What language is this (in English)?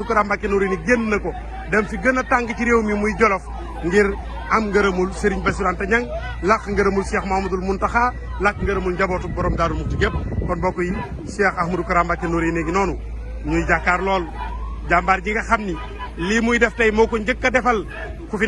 Wolof